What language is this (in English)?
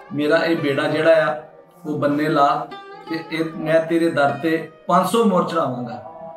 Punjabi